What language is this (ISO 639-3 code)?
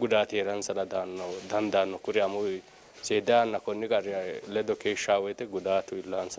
sid